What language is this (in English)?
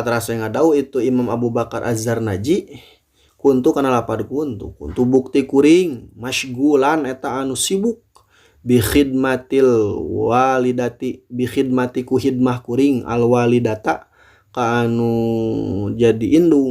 Sundanese